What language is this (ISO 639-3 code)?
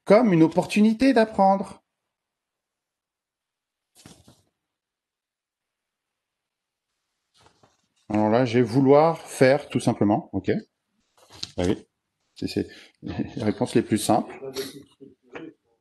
fra